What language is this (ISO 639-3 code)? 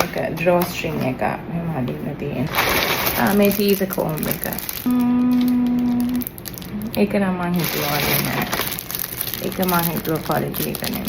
sin